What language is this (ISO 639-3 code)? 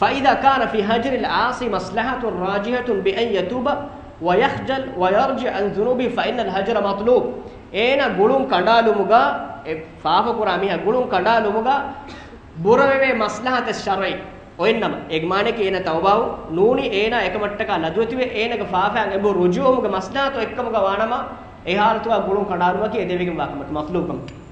div